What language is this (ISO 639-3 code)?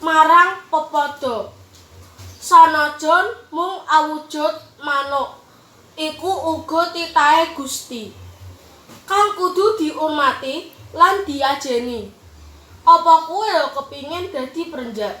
jav